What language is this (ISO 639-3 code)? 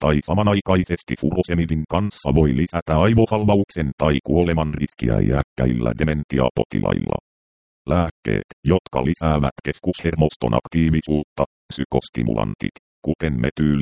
fin